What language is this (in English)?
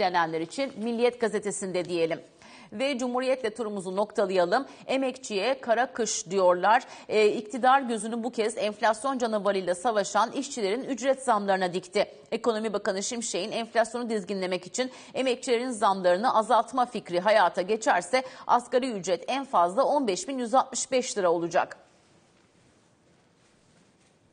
Turkish